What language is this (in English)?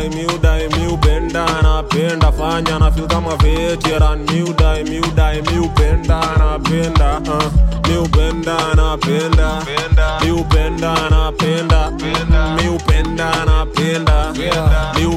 Swahili